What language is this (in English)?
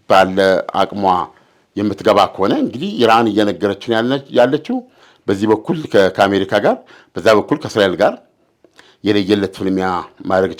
Amharic